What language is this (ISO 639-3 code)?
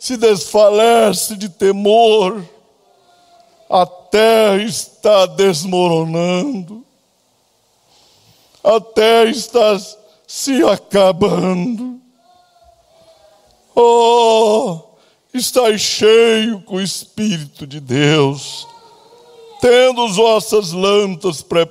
por